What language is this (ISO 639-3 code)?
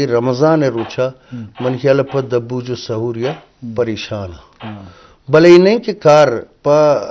bgp